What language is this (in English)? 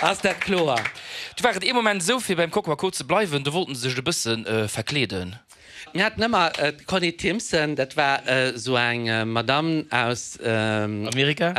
Luxembourgish